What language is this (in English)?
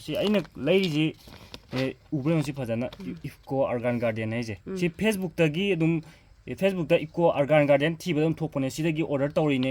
Manipuri